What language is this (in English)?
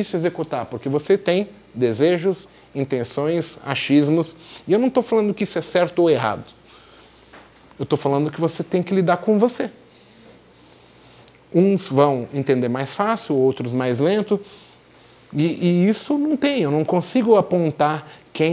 Portuguese